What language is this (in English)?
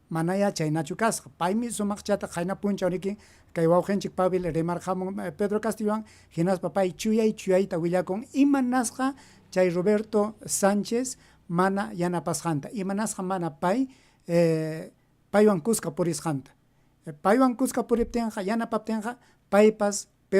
Ayacucho Quechua